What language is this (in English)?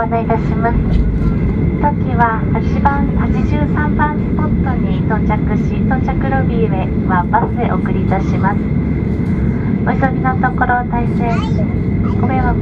Japanese